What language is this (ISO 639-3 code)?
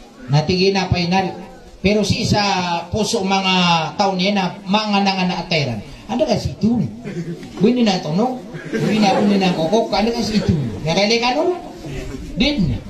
mrw